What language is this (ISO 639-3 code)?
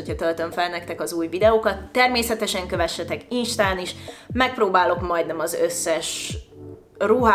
hun